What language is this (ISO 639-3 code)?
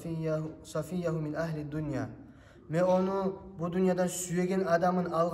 kum